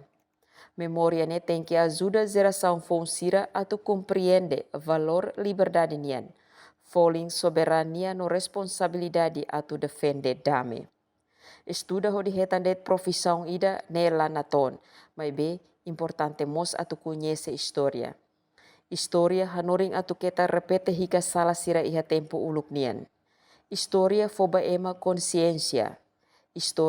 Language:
Tetum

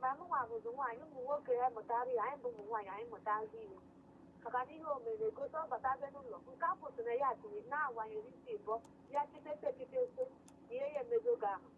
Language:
Igbo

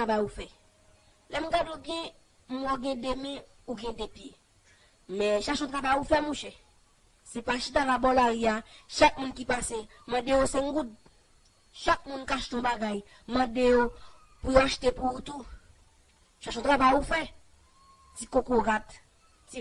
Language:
Haitian Creole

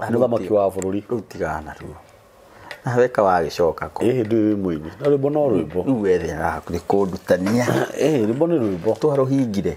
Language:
Kikuyu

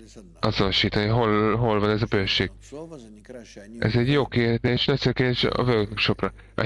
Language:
Hungarian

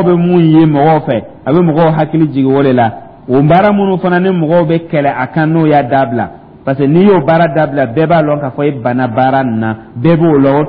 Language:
Dyula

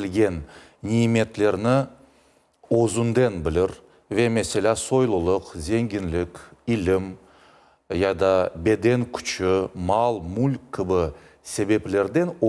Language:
Crimean Tatar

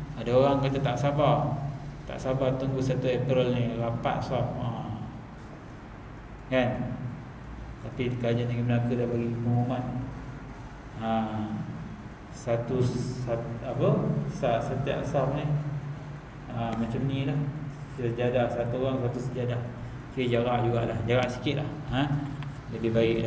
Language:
Malay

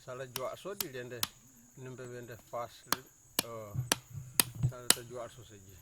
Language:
Kamasau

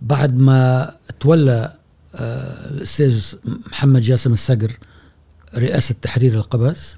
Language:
Gulf Arabic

